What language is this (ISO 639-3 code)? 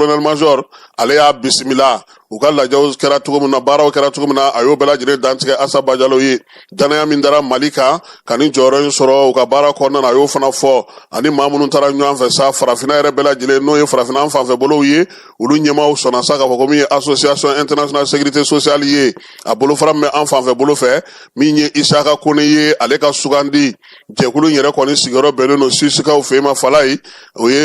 bam